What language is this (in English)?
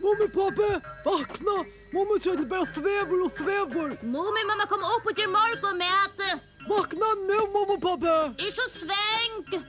Faroese